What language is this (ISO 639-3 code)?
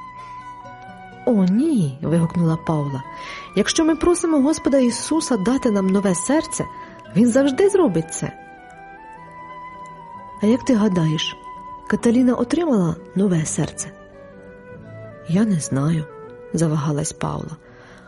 ukr